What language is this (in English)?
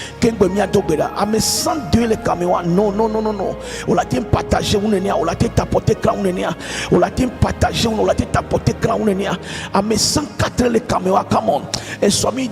Ewe